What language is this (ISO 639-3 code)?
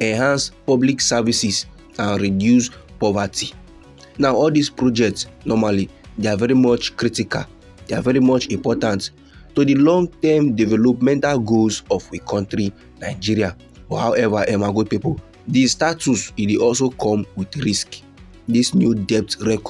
pcm